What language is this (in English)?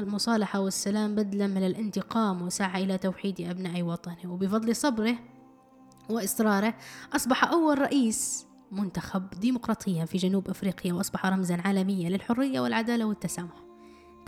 Arabic